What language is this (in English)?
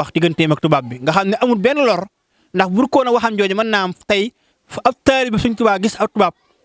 Wolof